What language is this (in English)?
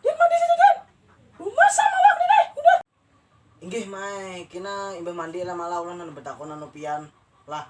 Banjar